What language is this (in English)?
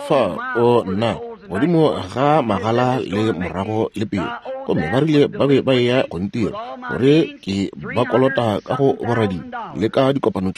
Northern Sotho